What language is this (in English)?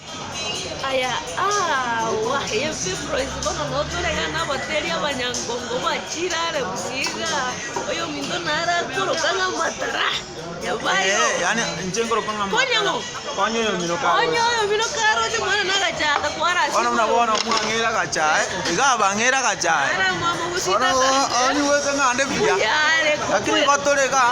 Gusii